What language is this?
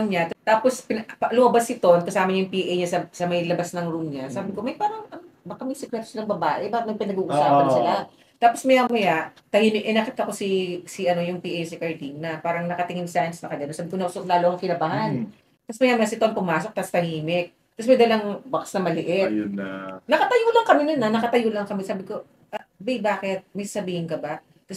Filipino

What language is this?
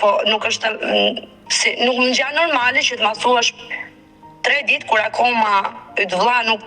Albanian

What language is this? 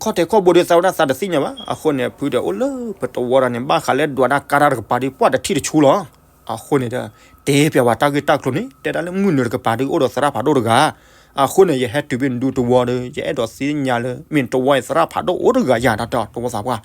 S'gaw Karen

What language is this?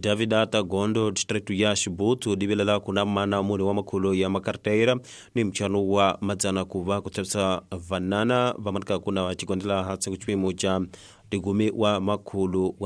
Tsonga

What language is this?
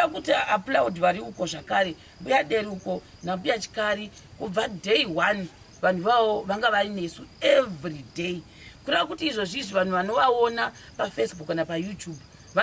Shona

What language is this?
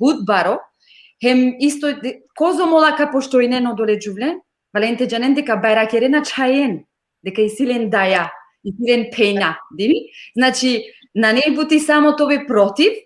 Balkan Romani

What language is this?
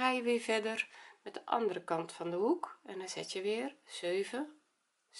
Dutch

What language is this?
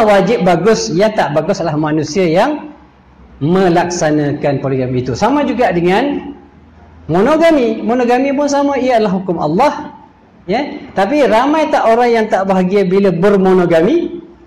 Malay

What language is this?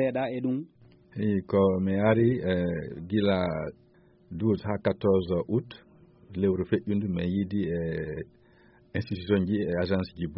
Fula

